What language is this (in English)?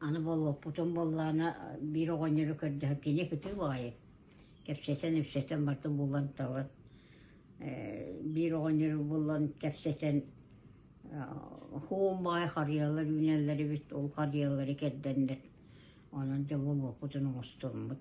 Yakut